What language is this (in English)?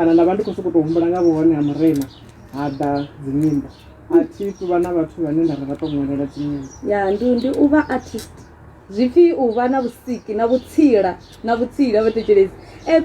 Venda